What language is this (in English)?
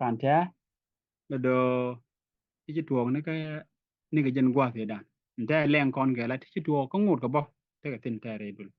Nuer